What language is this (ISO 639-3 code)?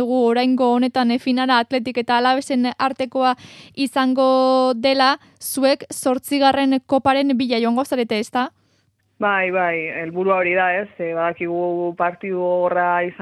eus